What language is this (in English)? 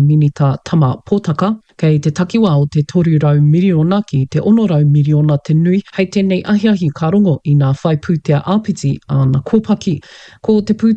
Māori